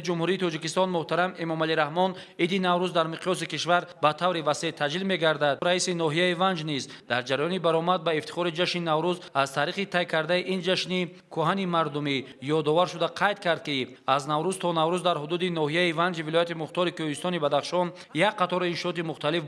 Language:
Tajik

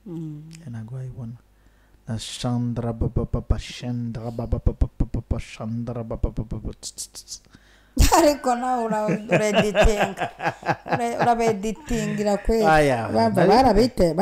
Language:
Kinyarwanda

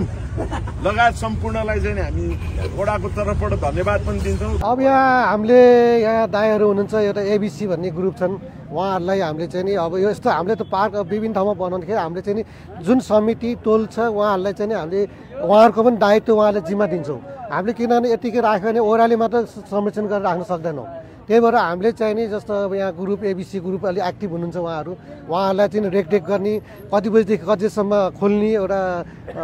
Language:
Nepali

